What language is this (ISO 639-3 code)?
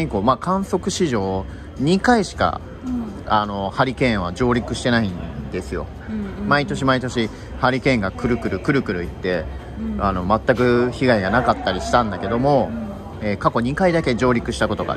jpn